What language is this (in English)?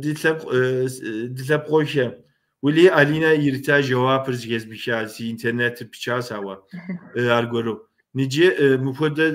Kabardian